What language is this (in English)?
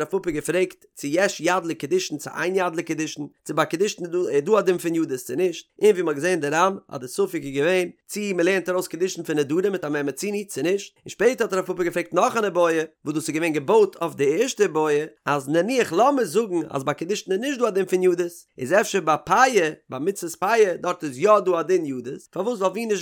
Yiddish